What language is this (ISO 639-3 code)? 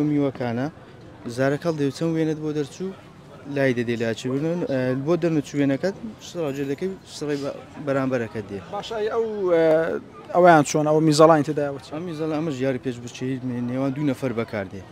ckb